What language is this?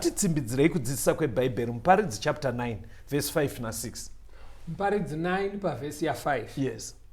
Shona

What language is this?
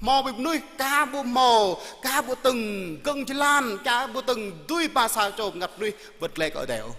Jarai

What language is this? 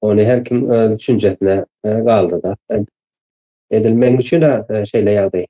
Turkmen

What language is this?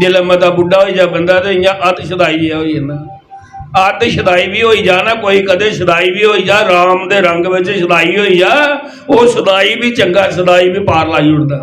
Dogri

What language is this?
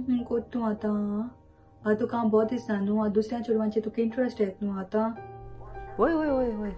Konkani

